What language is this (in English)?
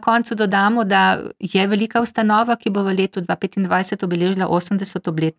Slovenian